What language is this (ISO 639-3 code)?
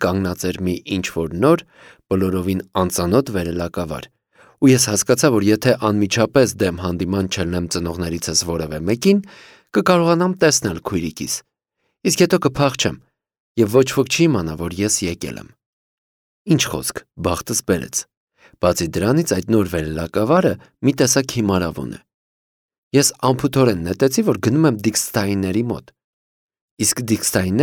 hye